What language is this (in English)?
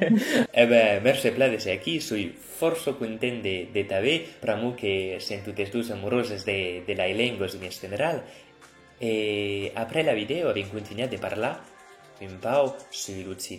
Occitan